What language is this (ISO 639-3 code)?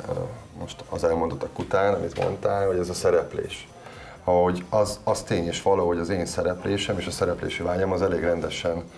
hun